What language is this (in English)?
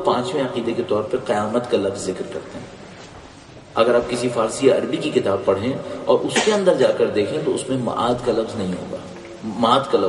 Urdu